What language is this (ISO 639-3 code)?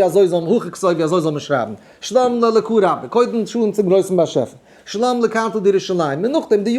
yid